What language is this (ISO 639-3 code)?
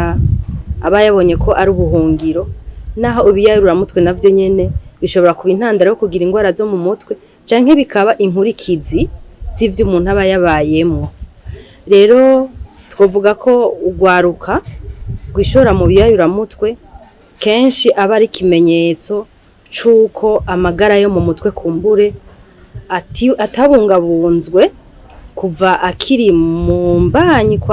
run